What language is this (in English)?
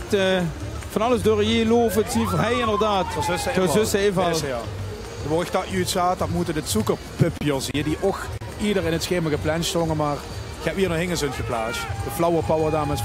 Limburgish